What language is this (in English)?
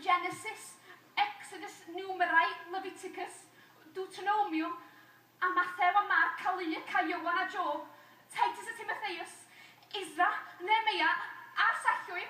Welsh